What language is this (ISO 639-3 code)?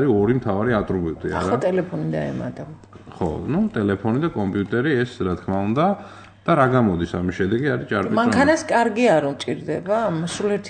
kat